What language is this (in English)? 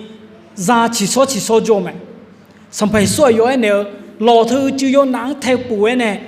Akha